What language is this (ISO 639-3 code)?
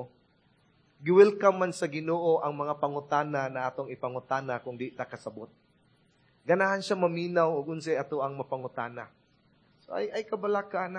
ceb